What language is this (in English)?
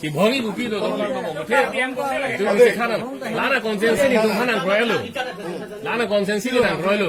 Karbi